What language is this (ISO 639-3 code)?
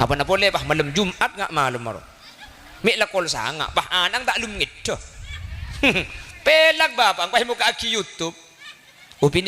mad